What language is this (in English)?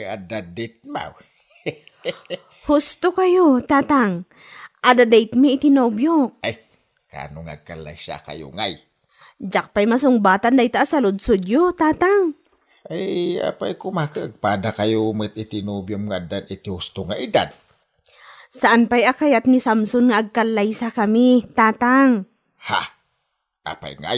Iloko